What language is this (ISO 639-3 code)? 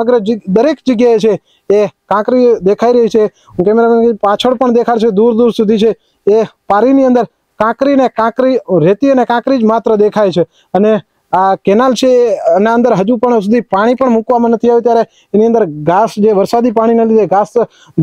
guj